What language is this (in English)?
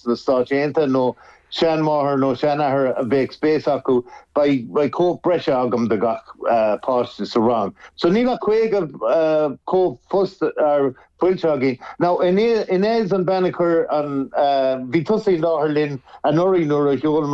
Irish